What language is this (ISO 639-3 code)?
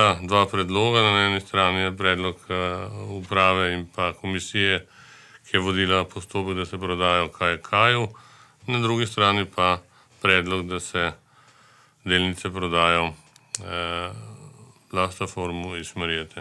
slv